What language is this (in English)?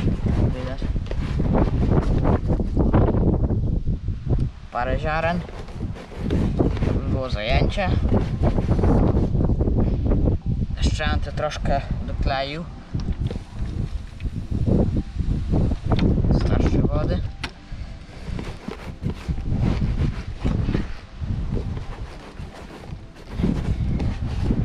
Polish